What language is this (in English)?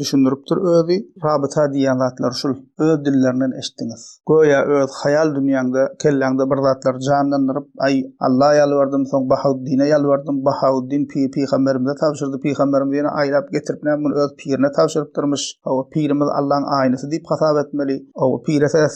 Turkmen